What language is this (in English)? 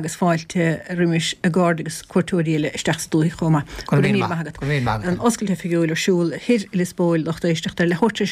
Irish